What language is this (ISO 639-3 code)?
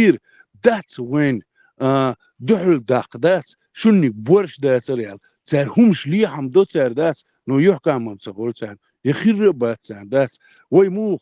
che